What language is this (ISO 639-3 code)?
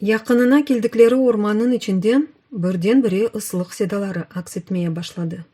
crh